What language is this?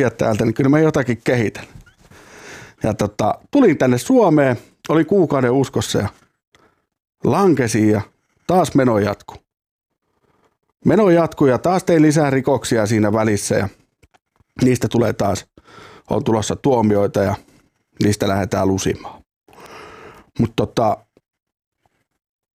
Finnish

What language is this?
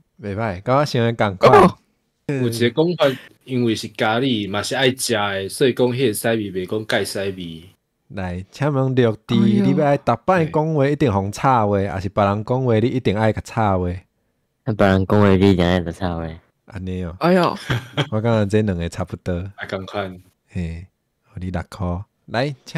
Min Nan Chinese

